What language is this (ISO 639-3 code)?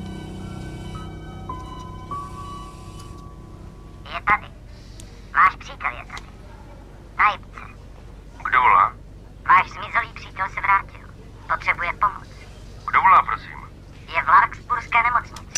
ces